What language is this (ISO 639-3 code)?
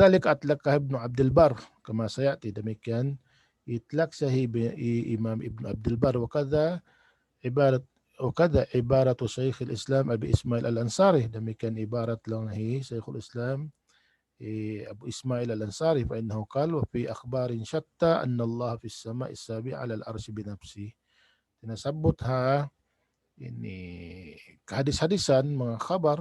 tsg